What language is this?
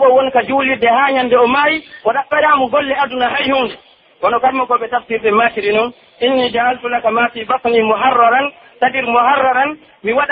Pular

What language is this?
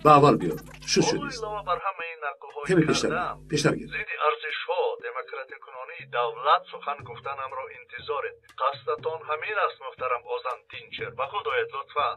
Tajik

